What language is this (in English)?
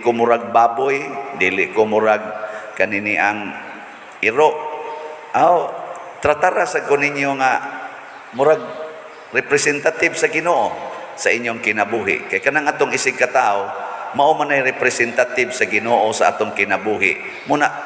Cebuano